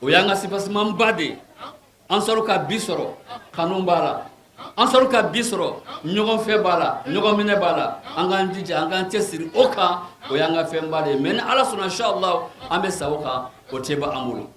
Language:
Bambara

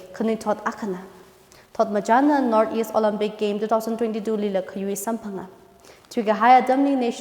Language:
Tangkhul Naga (India)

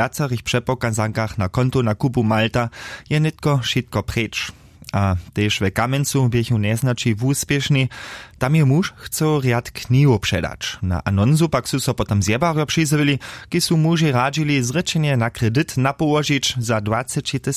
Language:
Upper Sorbian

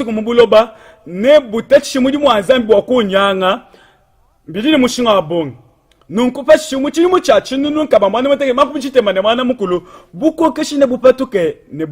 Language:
Luba-Lulua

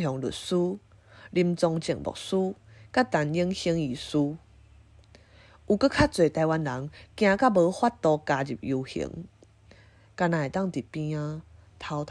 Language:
Min Nan Chinese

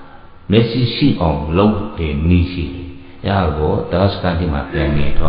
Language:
Burmese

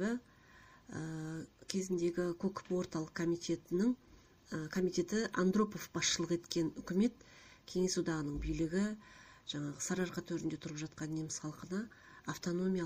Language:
Kazakh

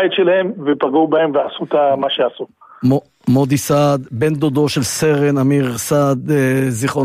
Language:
Hebrew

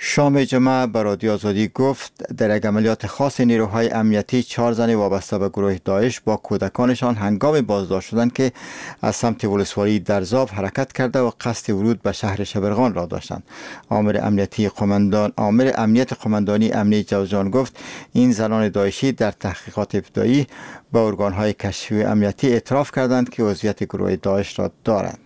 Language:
Persian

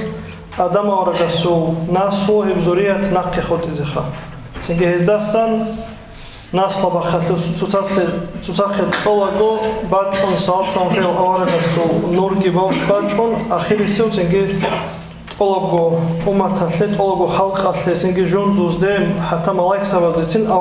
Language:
Avaric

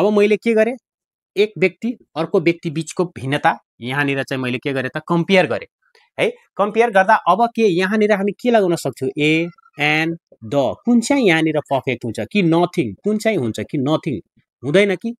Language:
Nepali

